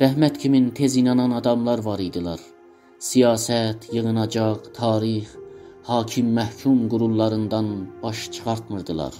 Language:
South Azerbaijani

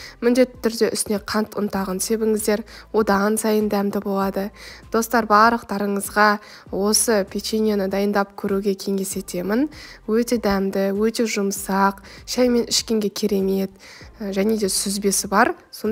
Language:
Kazakh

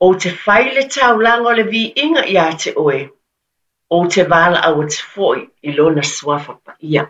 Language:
Samoan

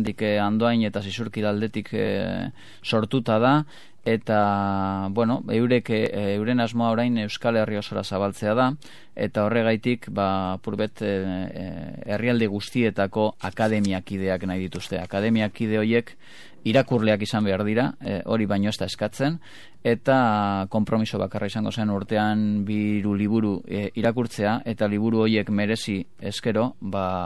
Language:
Basque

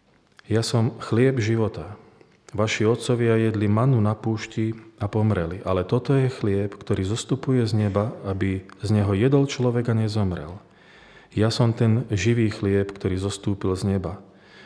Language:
Slovak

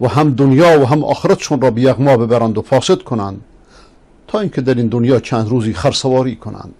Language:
Persian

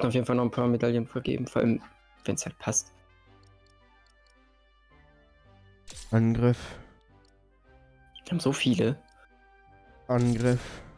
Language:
German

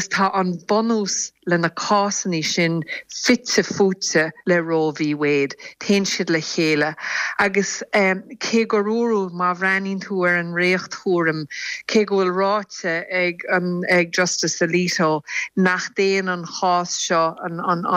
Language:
Irish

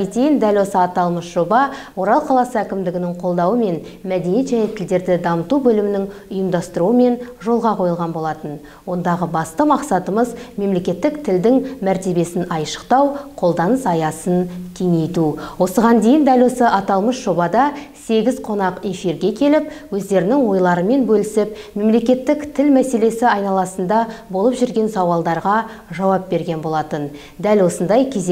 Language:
Kazakh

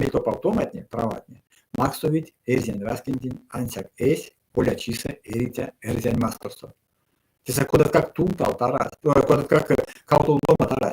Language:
Erzya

